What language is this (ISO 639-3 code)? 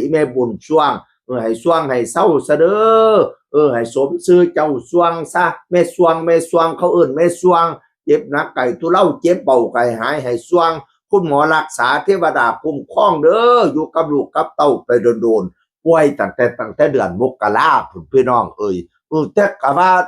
tts